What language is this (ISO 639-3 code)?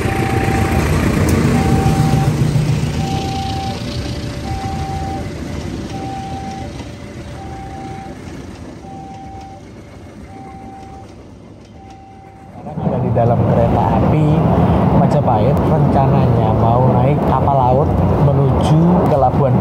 ind